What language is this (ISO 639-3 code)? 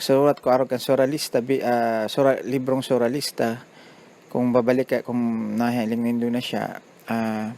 bik